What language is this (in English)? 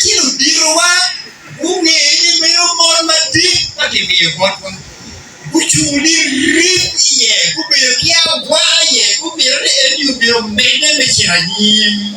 Acoli